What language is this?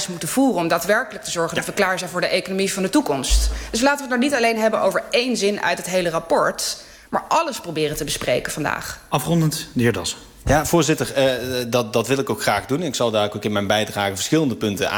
Dutch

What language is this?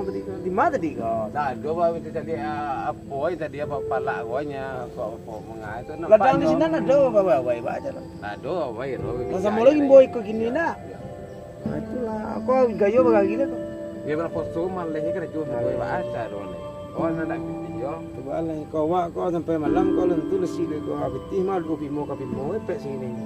Minangkabau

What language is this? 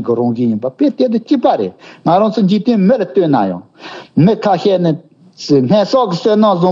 Tibetan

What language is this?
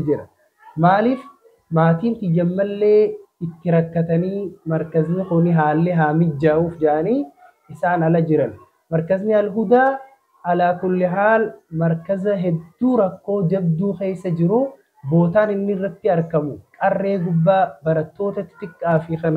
Oromo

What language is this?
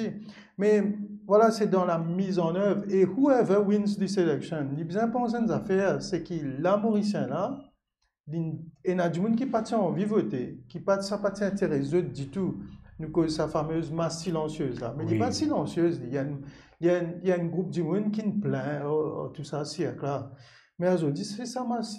Morisyen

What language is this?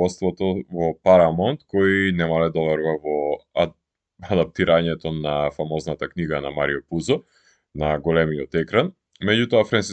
Macedonian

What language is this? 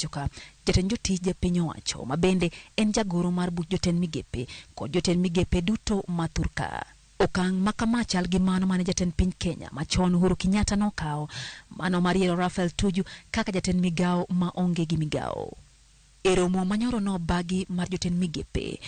Luo (Kenya and Tanzania)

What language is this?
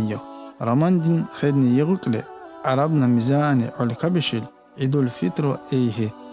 Tsakhur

